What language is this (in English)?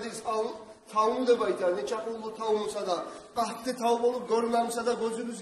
Kumyk